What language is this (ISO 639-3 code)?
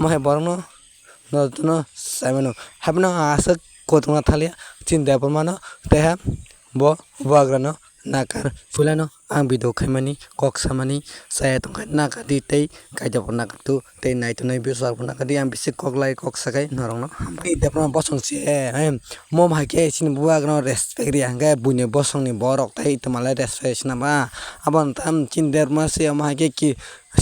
trp